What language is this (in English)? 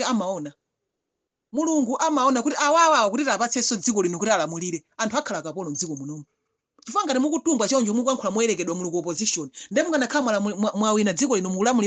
Nyanja